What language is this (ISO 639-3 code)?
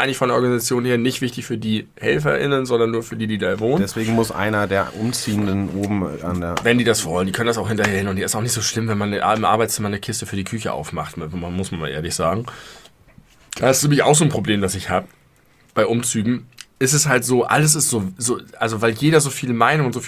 deu